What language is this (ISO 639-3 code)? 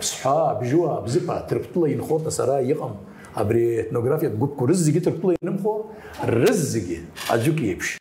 abk